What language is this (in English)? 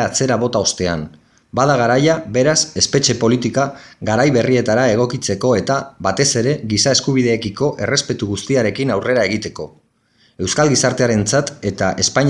Basque